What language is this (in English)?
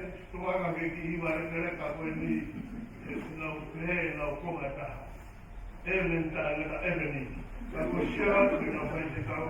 Tongan